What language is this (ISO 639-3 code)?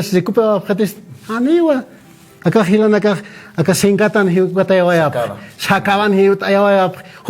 aym